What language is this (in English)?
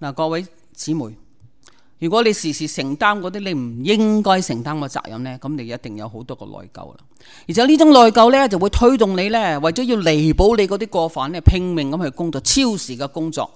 Cantonese